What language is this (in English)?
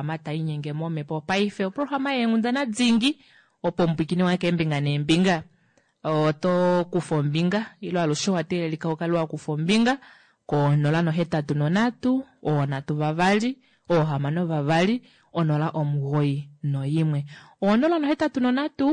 Kuanyama